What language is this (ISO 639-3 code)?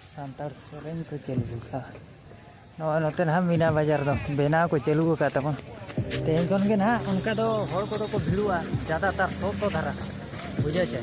sat